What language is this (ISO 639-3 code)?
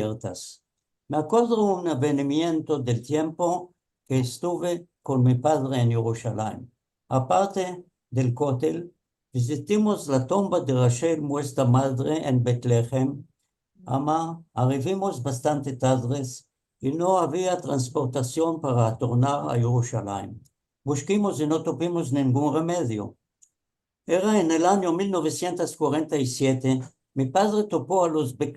lad